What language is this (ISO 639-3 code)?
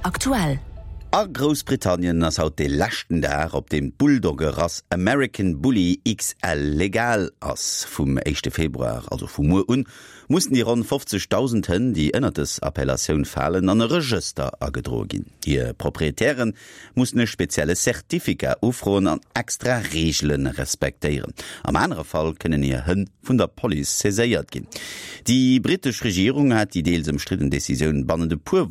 ltz